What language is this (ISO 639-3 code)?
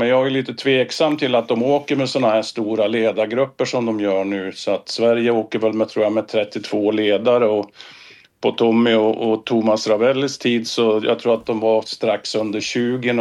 swe